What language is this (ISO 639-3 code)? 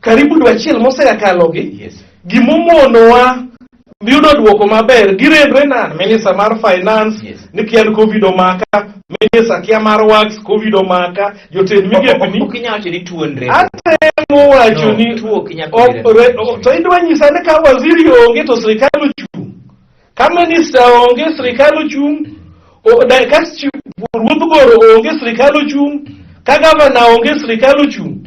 luo